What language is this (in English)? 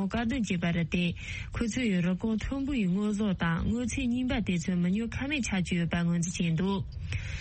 Tibetan